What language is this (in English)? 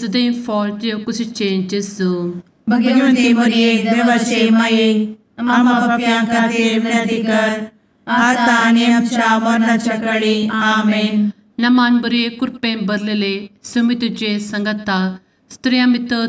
Konkani